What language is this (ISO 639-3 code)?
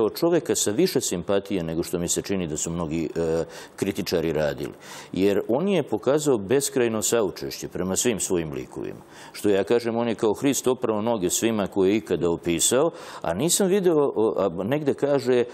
srp